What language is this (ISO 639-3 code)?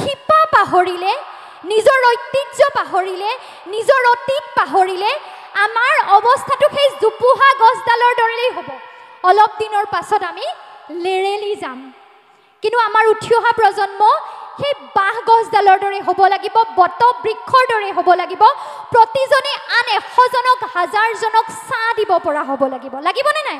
asm